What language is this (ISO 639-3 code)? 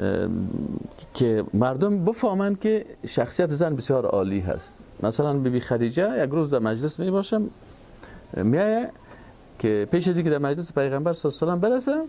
fas